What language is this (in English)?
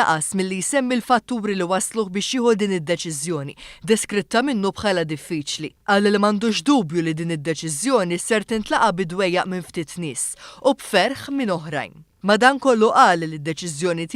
Maltese